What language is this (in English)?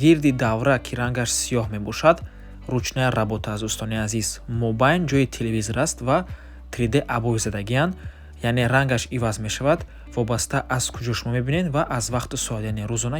Tajik